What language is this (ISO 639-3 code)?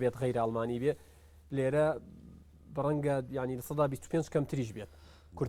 ckb